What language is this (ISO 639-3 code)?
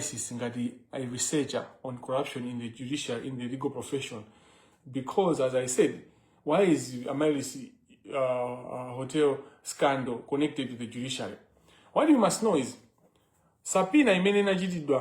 nya